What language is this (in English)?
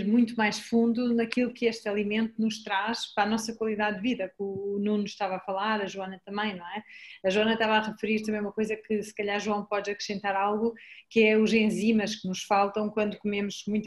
Portuguese